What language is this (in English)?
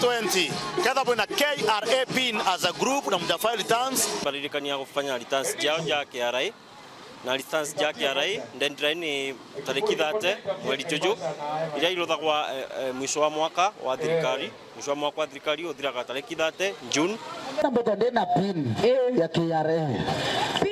Meru